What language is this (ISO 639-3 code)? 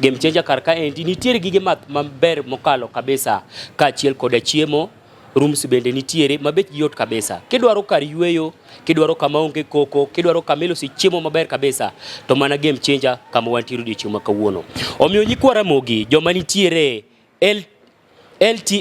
luo